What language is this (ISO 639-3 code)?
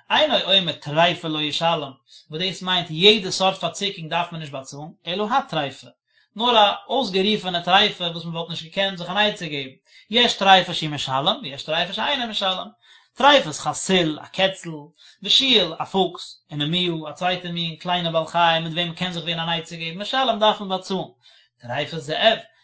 yid